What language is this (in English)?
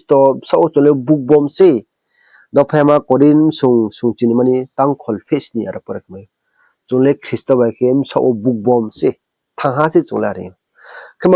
Riang (India)